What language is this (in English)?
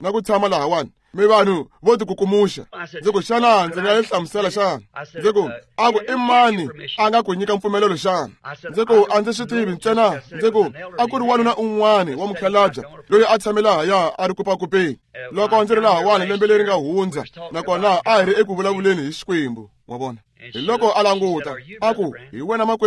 Tsonga